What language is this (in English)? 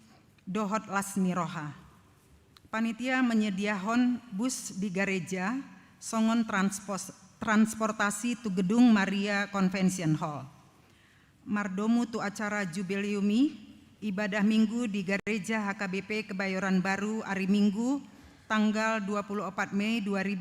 Batak Toba